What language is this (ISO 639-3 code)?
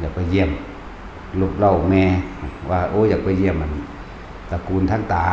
tts